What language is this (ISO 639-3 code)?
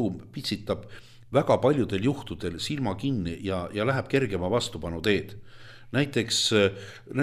est